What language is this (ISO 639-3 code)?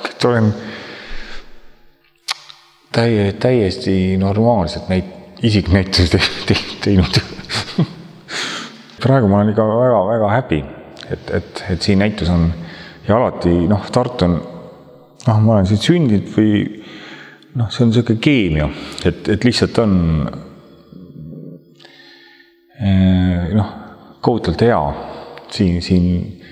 est